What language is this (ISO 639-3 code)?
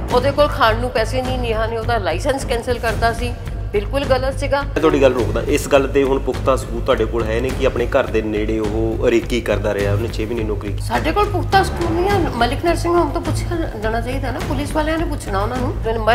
pan